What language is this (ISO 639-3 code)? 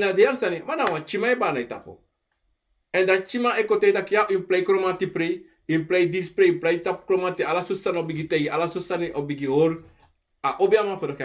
srn